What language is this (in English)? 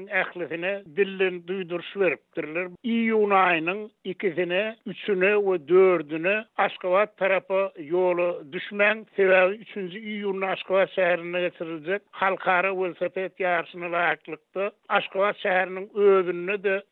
Turkmen